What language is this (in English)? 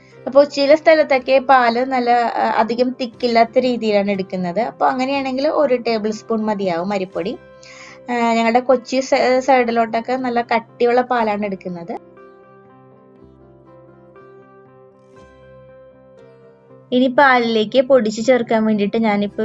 Malayalam